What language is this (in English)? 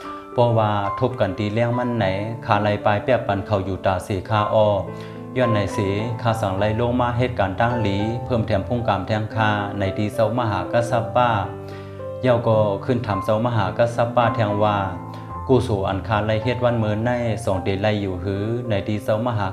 Shan